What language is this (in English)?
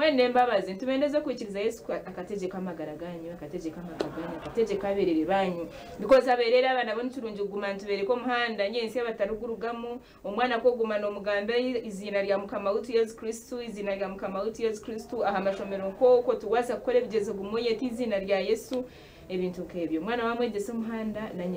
Nyankole